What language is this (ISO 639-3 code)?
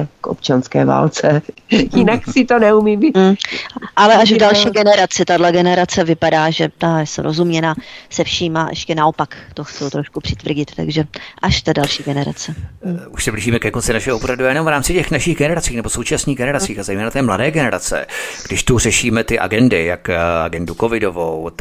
ces